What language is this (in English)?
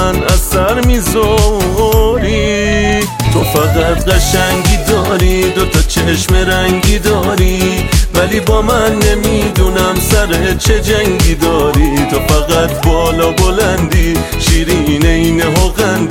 Persian